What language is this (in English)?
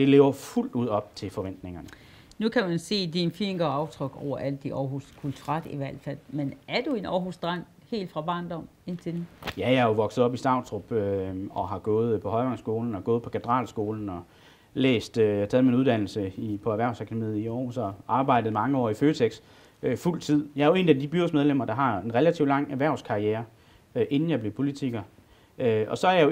Danish